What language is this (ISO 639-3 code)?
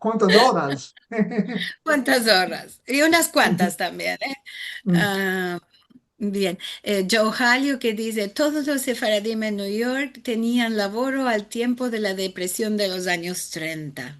lad